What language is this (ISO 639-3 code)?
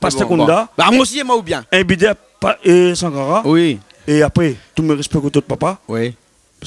rcf